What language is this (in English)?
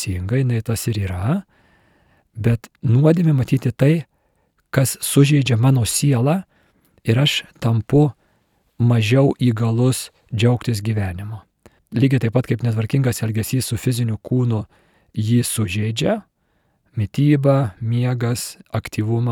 Lithuanian